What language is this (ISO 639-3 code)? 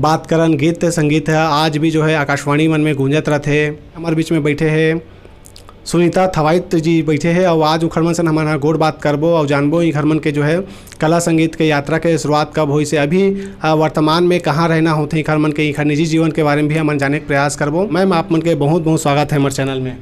hne